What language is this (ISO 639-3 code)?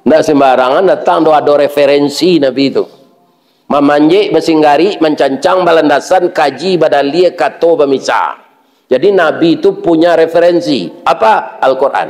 min